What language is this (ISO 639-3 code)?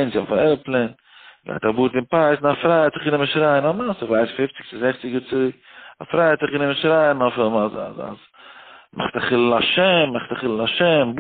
yid